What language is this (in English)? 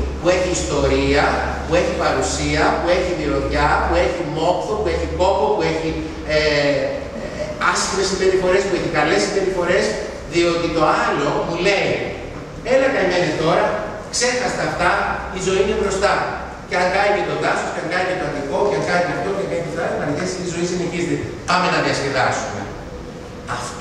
Greek